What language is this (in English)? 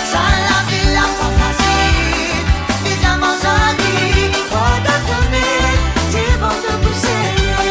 Morisyen